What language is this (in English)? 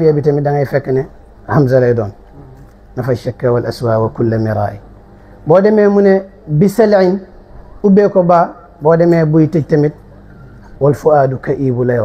Wolof